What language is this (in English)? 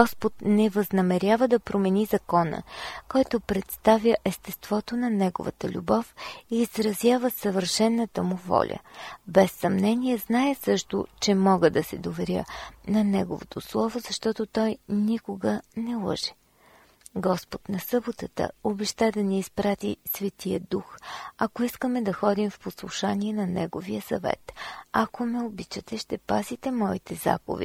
Bulgarian